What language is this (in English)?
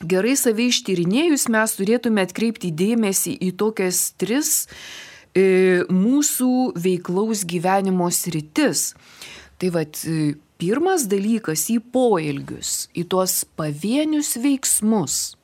Lithuanian